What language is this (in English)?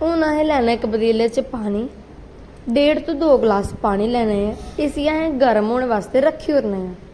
Dogri